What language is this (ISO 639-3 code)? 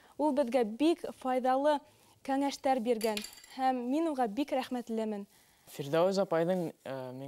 bak